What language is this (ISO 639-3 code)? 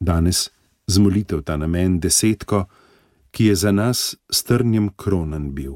slv